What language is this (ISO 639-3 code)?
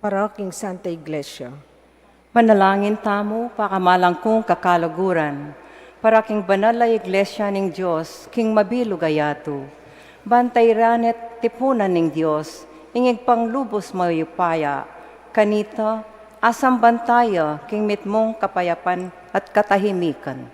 pam